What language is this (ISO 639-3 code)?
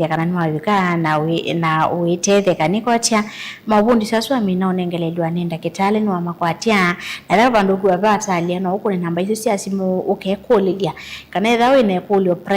kam